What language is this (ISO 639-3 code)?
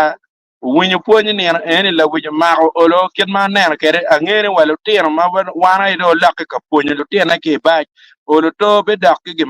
ach